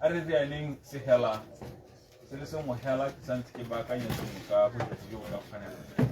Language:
Tswana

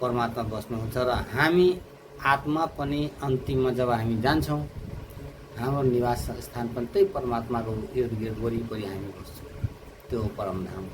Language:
Nepali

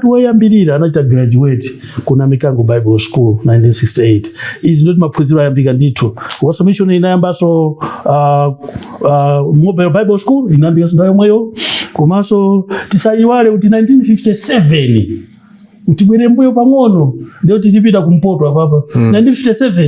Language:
Nyanja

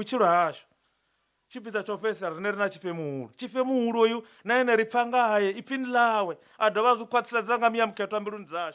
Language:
Venda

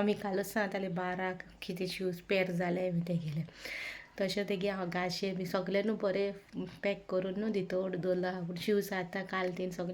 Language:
Konkani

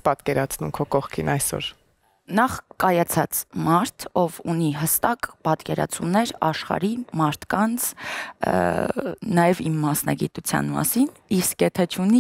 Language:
Armenian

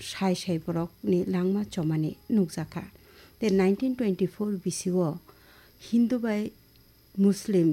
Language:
Kok Borok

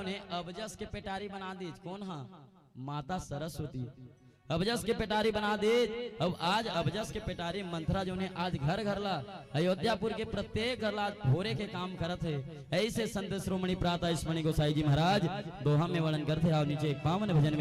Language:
Chhattisgarhi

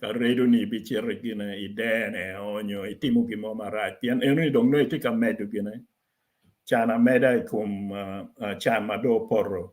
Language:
Acoli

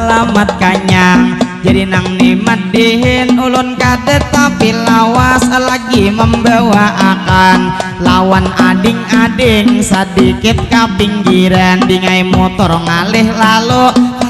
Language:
Banjar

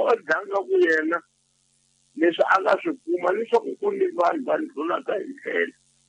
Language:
Tsonga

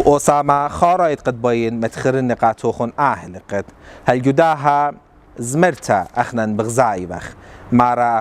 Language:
Assyrian Neo-Aramaic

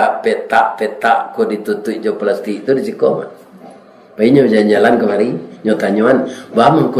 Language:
Minangkabau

